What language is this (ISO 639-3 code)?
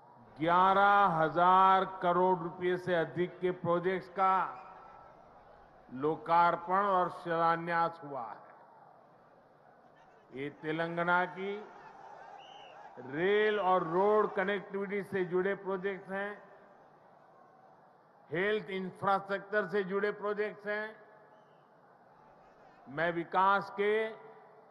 hin